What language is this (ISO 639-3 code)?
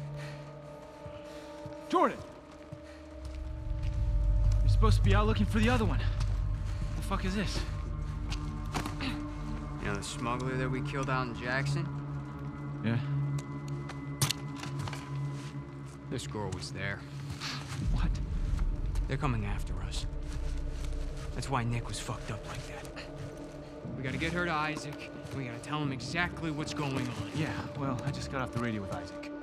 eng